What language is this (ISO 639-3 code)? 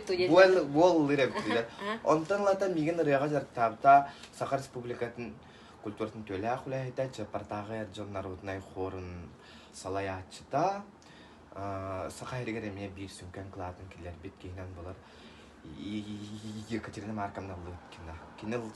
sah